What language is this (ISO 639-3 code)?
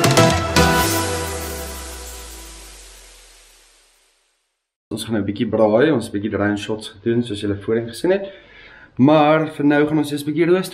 afr